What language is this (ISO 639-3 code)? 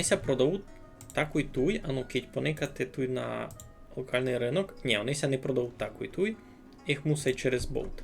rue